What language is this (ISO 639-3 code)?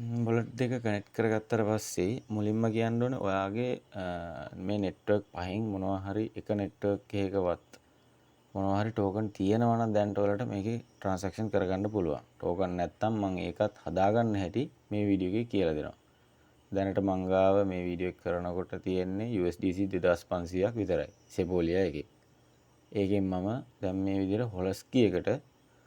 sin